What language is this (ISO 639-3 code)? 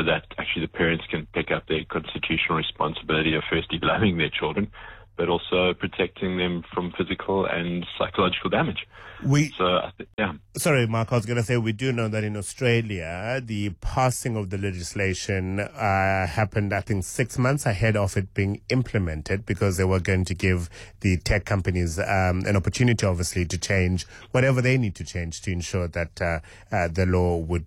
eng